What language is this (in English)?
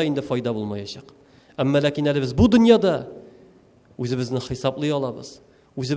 Tatar